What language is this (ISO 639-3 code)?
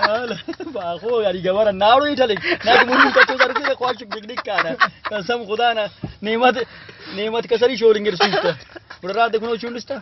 brh